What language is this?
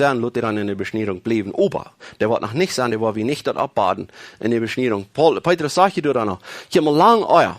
Plautdietsch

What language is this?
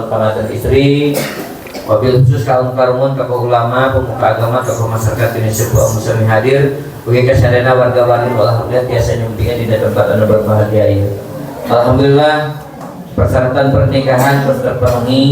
Sundanese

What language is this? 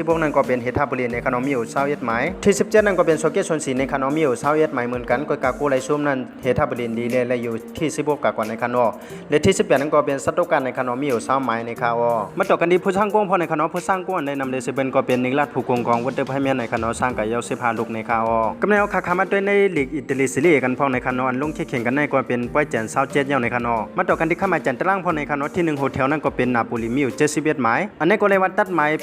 Shan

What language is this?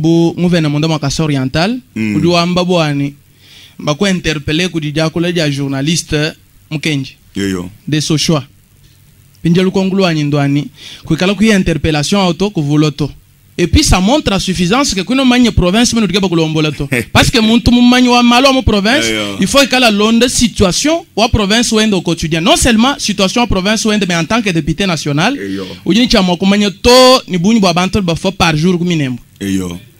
Luba-Lulua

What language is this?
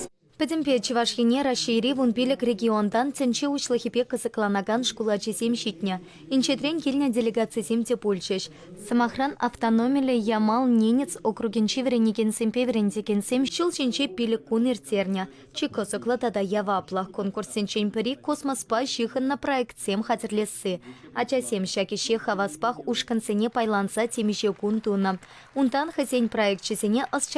Chuvash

